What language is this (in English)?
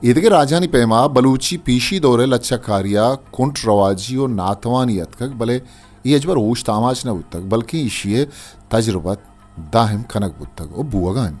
Eastern Balochi